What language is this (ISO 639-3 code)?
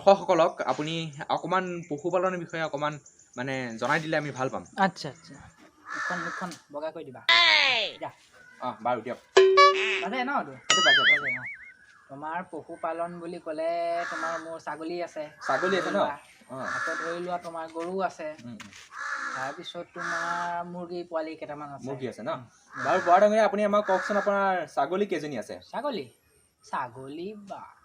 asm